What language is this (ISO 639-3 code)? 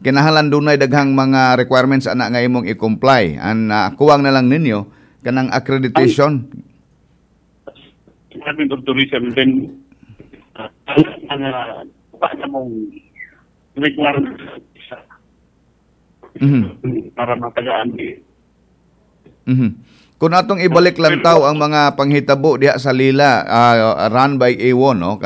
ceb